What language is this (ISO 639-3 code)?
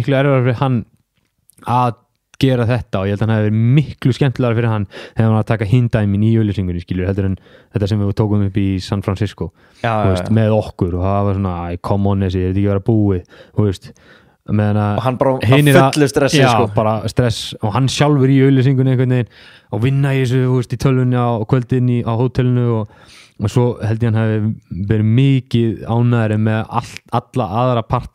isl